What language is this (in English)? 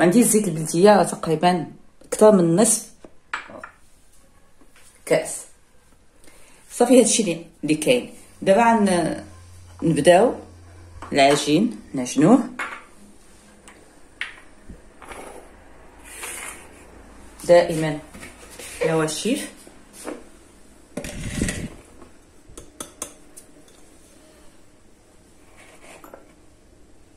Moroccan Arabic